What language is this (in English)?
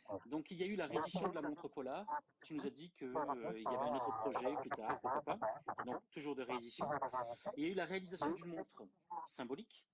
French